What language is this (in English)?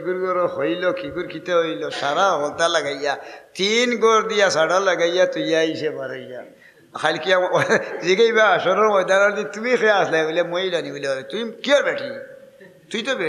Sylheti